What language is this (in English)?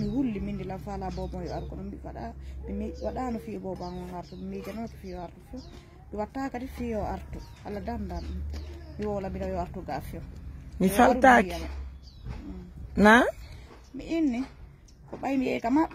Fula